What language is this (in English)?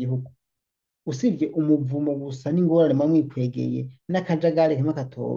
Rundi